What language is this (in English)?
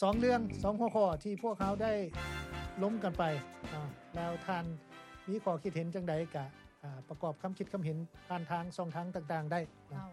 Lao